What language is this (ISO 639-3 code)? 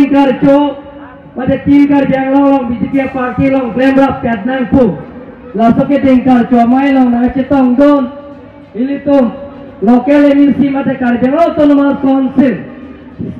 mjw